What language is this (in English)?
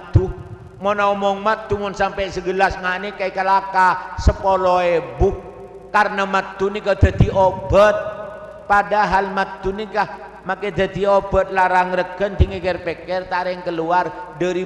Madurese